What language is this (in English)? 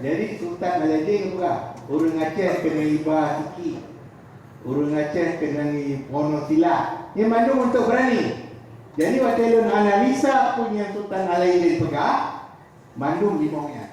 Achinese